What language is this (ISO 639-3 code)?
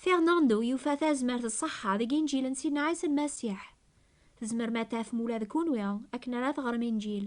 kab